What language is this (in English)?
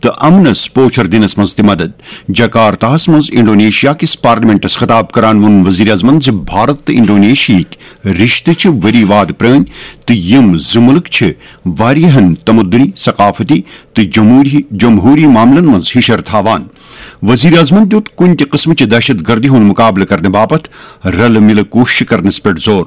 Kashmiri